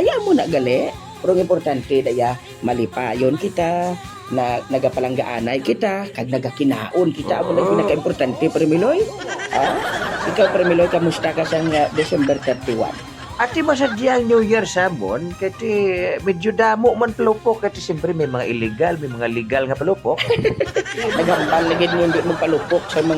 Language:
Hiligaynon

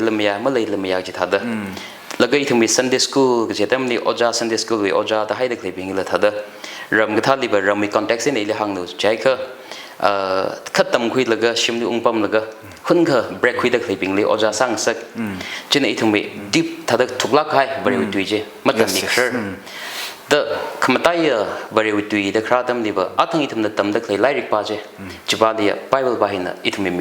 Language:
Tangkhul Naga (India)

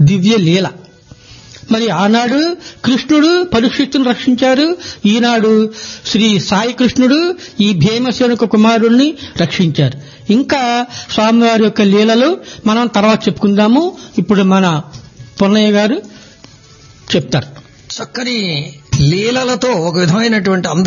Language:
Telugu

